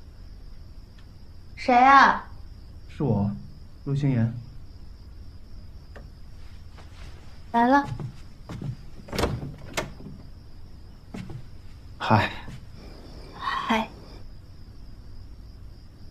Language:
Chinese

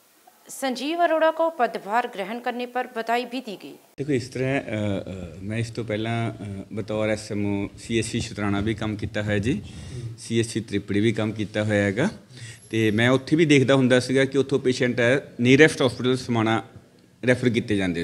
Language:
Punjabi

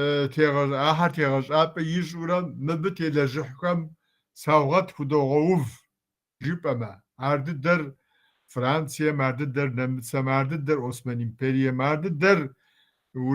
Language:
Kabardian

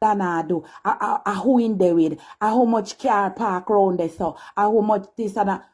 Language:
Jamaican Creole English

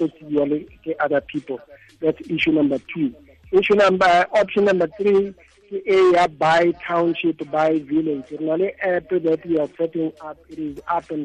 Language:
Tswana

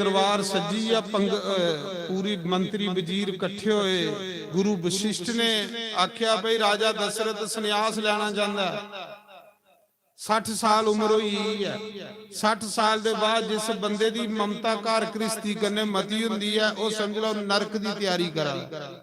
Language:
Dogri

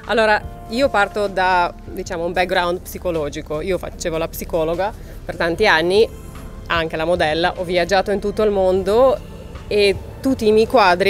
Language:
Italian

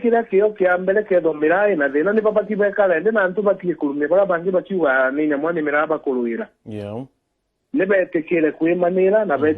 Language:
Meru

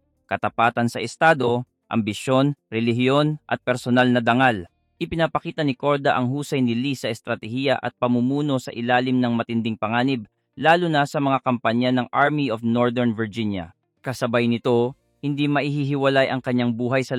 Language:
Filipino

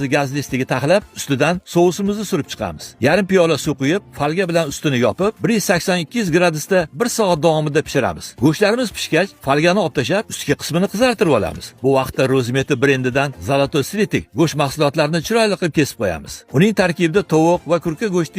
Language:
Uzbek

